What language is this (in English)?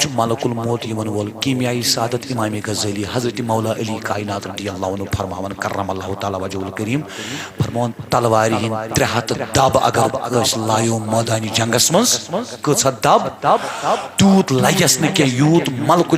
Kashmiri